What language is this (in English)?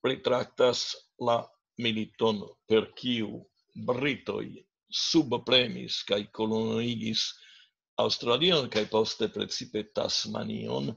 Esperanto